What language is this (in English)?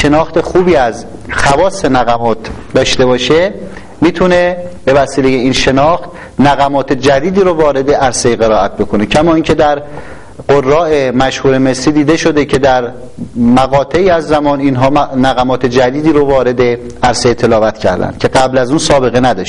Persian